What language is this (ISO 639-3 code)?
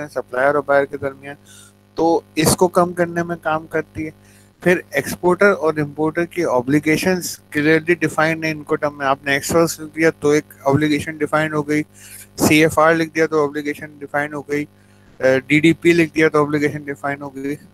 hin